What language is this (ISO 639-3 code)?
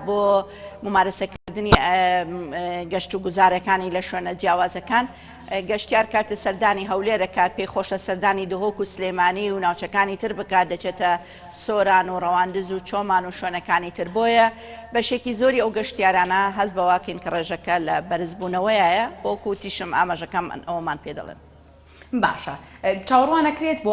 ckb